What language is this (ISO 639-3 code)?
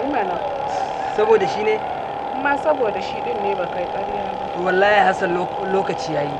hau